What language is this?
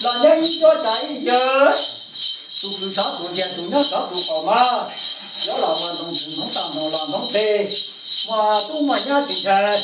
Hmong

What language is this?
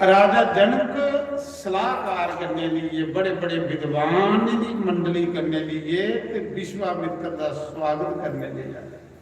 Dogri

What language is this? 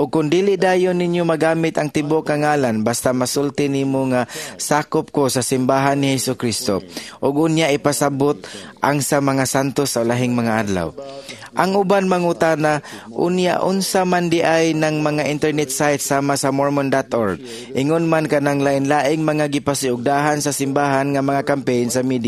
Cebuano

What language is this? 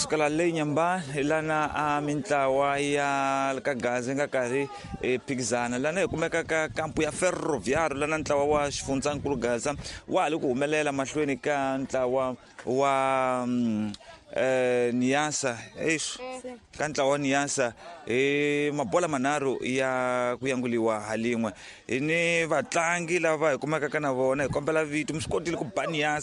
Tsonga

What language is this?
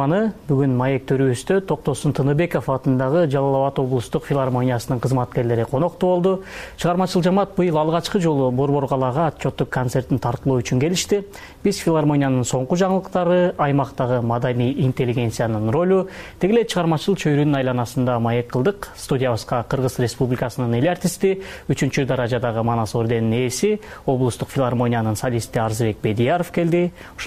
Kyrgyz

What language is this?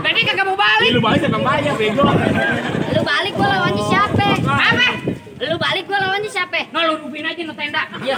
Betawi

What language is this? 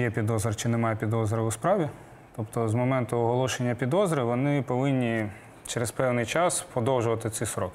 Ukrainian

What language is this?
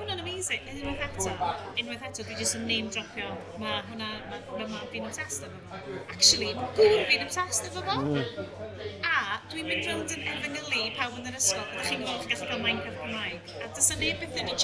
Welsh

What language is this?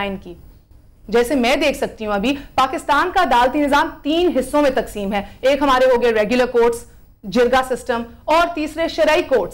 Urdu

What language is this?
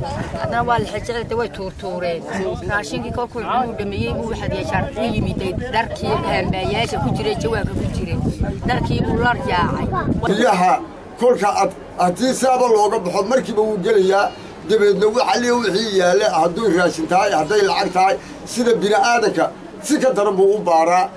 Somali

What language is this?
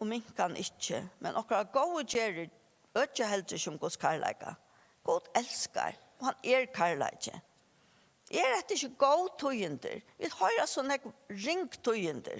Faroese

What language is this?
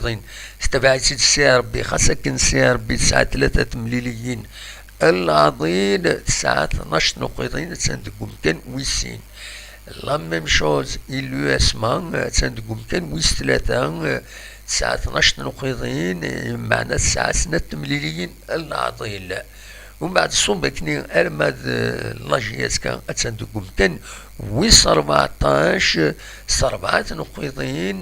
Kabyle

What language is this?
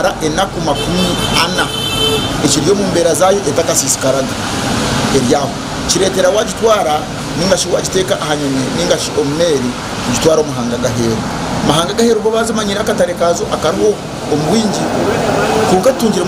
Nyankole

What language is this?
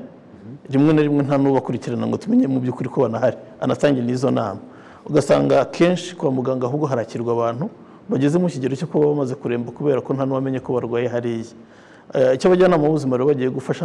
Kinyarwanda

